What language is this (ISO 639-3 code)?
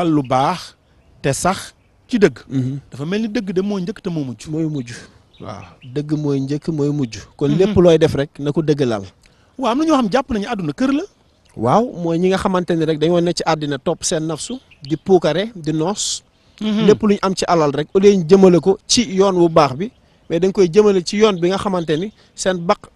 wol